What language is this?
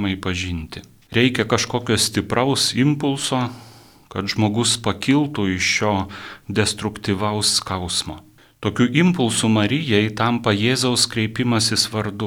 Lithuanian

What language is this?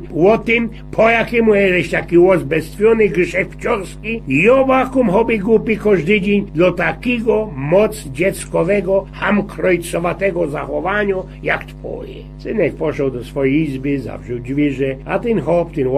Silesian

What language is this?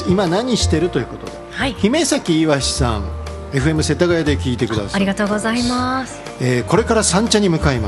Japanese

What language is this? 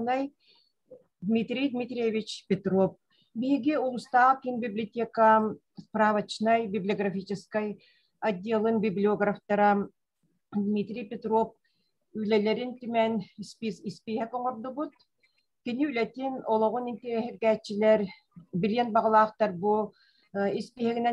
Yakut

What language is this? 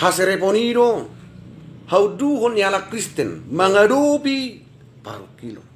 Batak Toba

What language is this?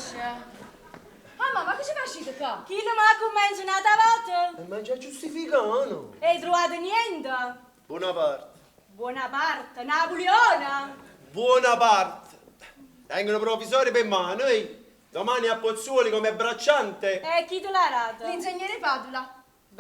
Neapolitan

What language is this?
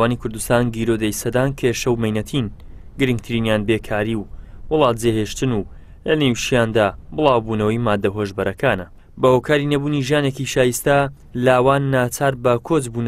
Central Kurdish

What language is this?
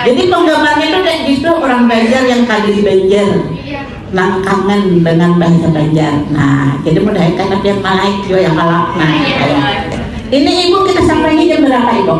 Banjar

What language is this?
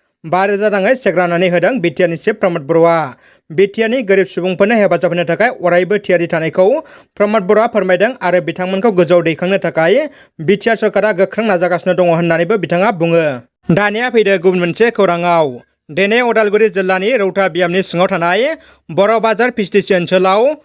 Bodo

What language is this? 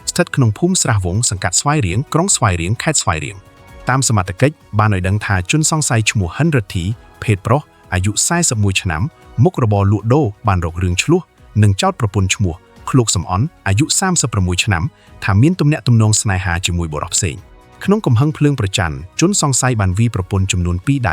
Khmer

